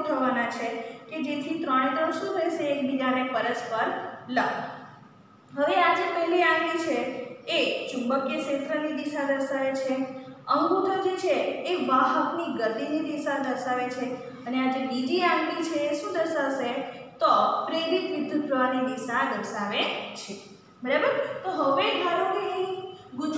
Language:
Gujarati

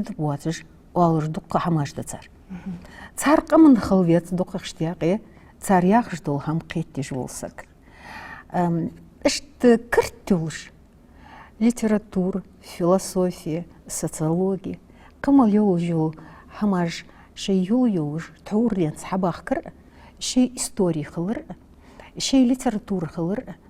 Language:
Ingush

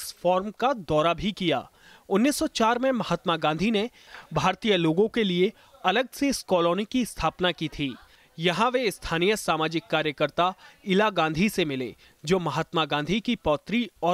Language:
Hindi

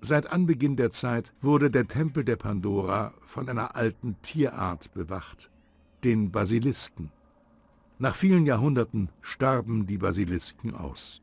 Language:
Bavarian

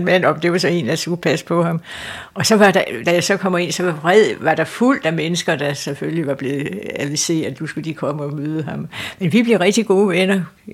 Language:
Danish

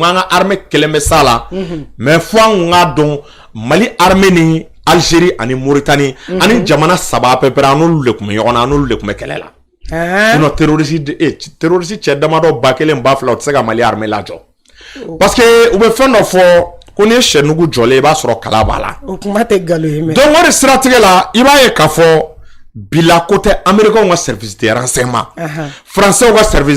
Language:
Bambara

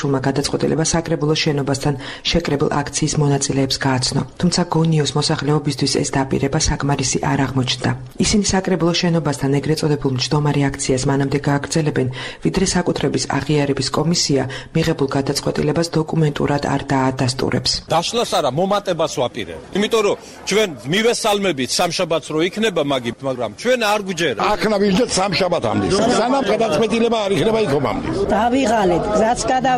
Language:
Georgian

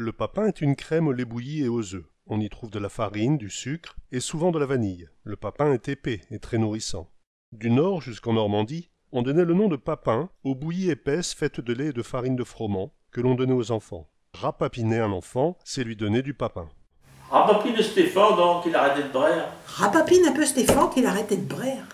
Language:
Picard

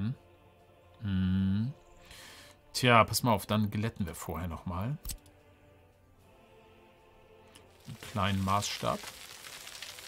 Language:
German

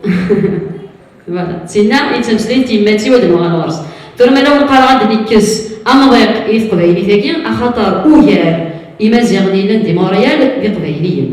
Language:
Kabyle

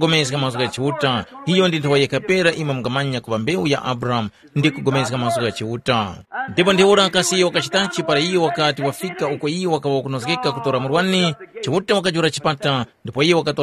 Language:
Tumbuka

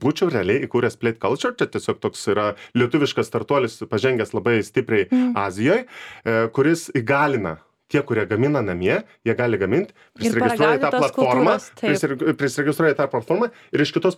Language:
Lithuanian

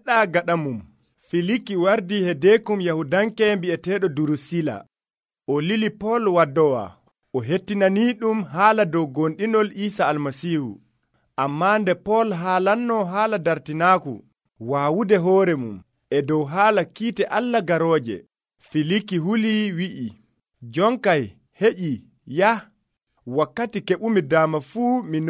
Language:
Nigerian Fulfulde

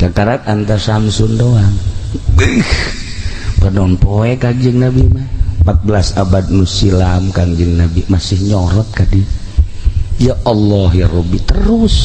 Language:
Sundanese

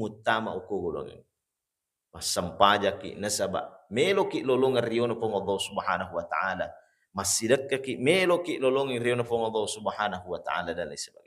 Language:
Buginese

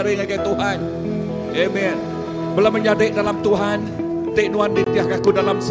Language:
Iban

